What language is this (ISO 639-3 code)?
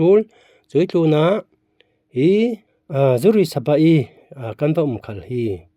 cfm